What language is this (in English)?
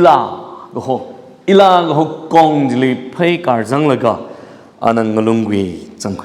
Tangkhul Naga (India)